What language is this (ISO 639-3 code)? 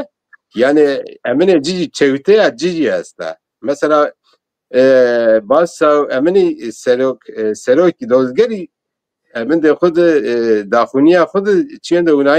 zza